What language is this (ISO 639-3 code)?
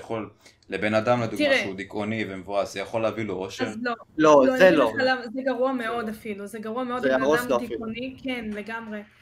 heb